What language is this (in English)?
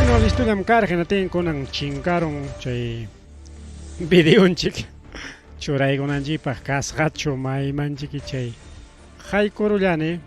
Ayacucho Quechua